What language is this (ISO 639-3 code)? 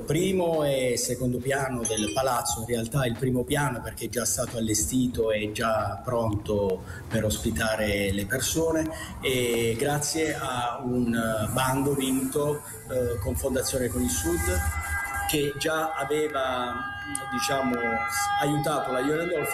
ita